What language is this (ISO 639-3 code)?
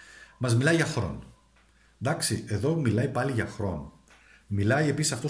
ell